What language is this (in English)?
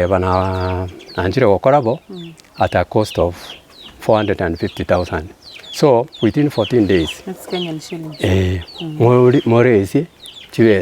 Gusii